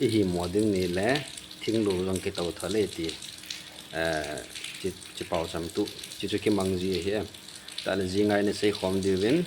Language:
Thado Chin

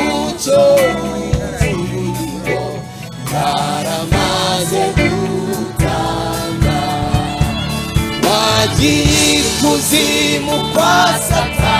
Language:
Kinyarwanda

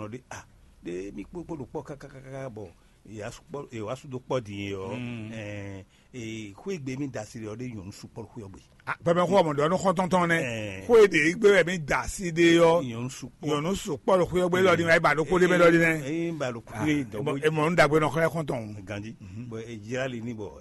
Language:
Fon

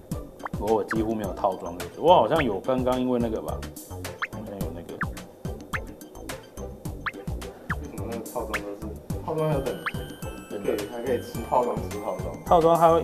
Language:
Chinese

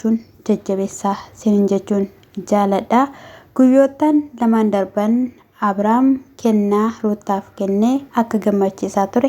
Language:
Oromo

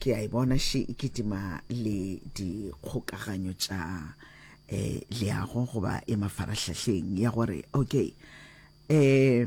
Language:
Northern Sotho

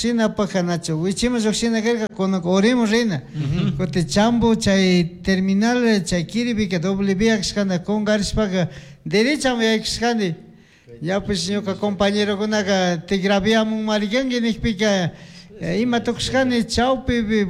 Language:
Chimborazo Highland Quichua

